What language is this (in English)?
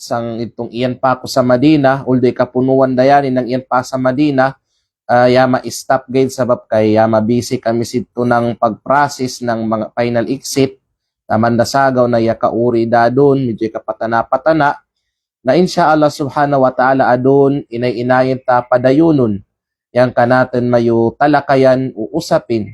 Kalagan